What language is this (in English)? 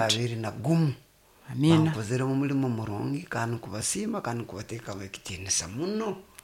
Nyoro